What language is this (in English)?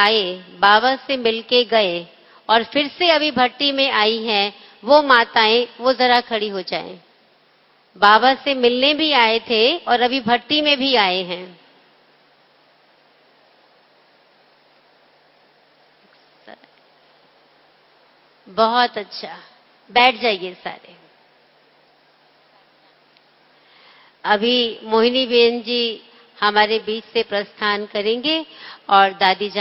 Hindi